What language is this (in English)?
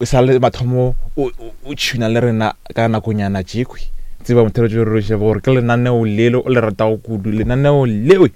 Northern Sotho